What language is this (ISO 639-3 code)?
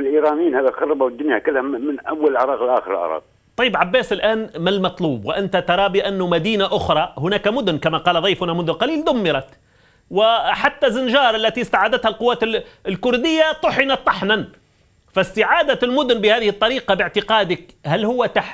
ara